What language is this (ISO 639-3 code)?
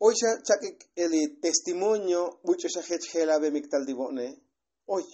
tzo